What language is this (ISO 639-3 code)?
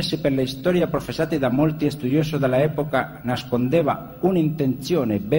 ita